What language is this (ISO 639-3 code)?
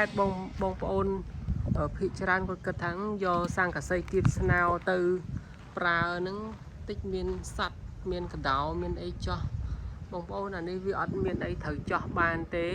khm